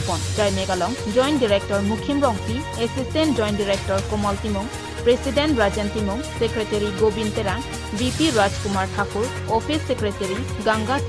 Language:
Karbi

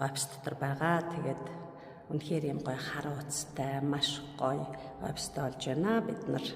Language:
Mongolian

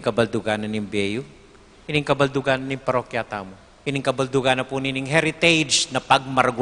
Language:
Pampanga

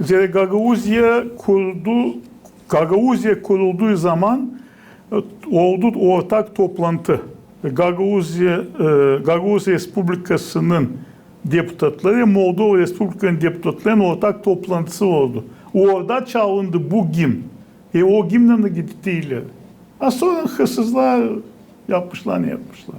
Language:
Gagauz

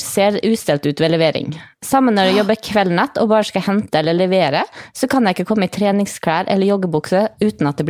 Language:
Norwegian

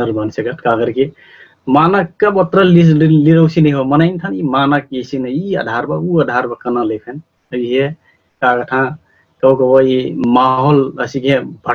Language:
Dangaura Tharu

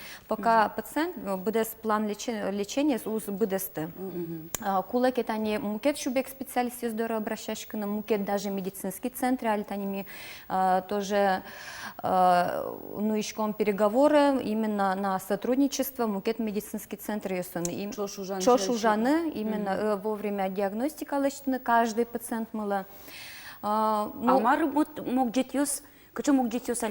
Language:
Udmurt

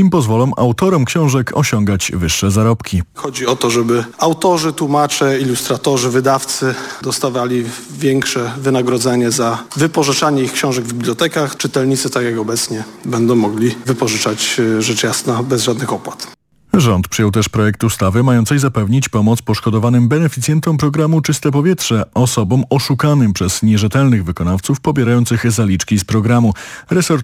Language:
Polish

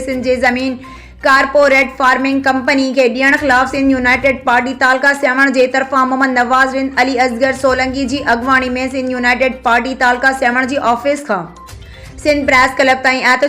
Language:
Sindhi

